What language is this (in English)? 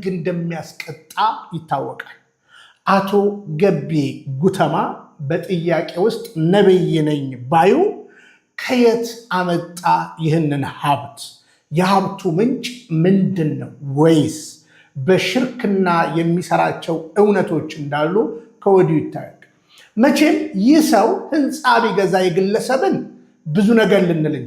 Amharic